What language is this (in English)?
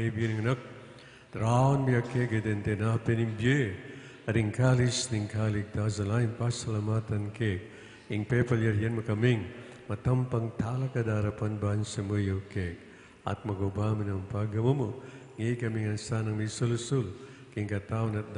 Pampanga